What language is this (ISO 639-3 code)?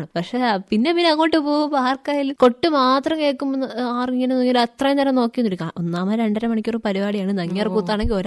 mal